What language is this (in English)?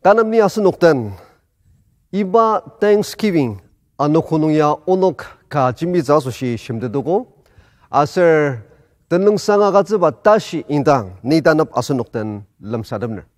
Ao Naga